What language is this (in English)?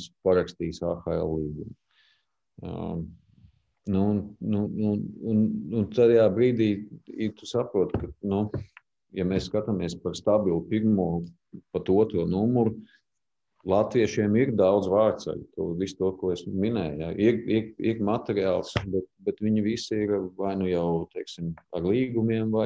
Latvian